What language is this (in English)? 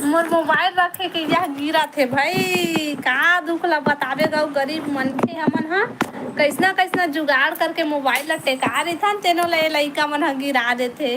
Chhattisgarhi